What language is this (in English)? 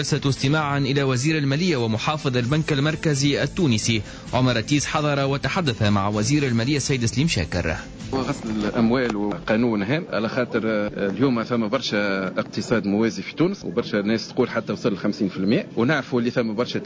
Tunisian Arabic